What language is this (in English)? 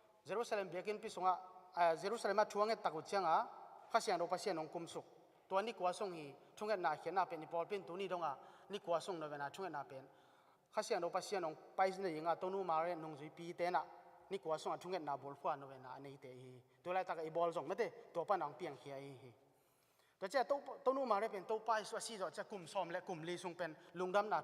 Tedim Chin